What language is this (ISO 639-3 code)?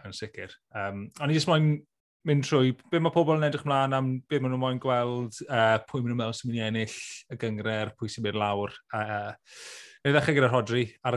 cym